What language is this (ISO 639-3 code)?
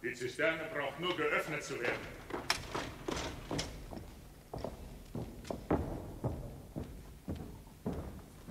deu